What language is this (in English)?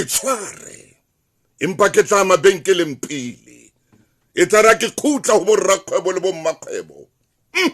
Southern Sotho